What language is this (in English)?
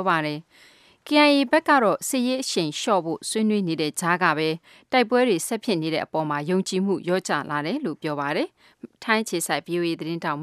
Burmese